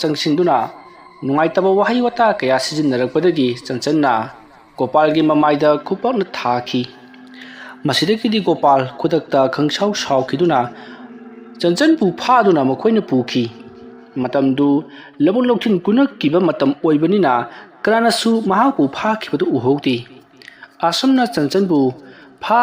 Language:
Manipuri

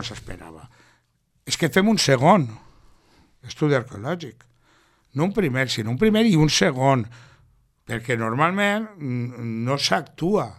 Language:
Catalan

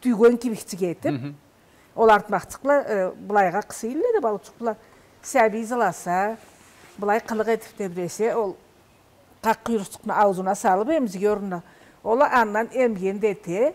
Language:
Karachay-Balkar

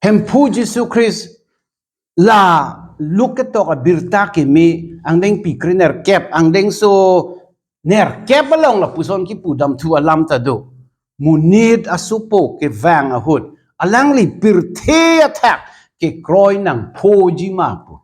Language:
Karbi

